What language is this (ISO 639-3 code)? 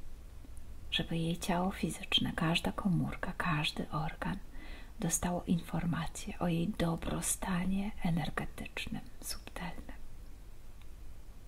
pol